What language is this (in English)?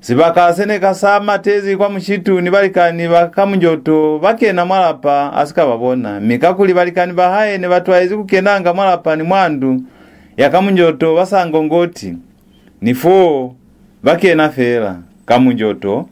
Lozi